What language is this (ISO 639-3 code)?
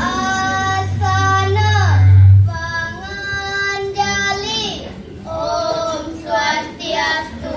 ban